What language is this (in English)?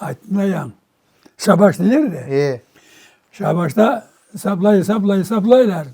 Crimean Tatar